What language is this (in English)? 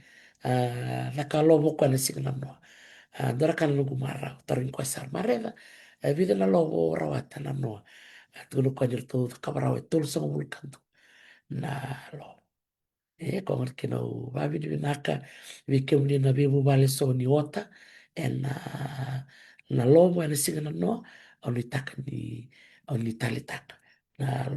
Fijian